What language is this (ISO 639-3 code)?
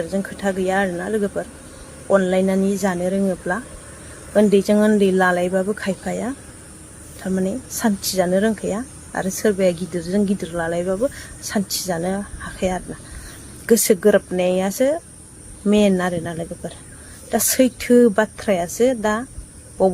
brx